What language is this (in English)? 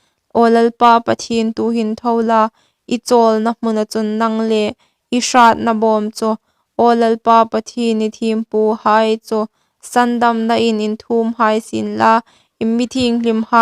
Hmar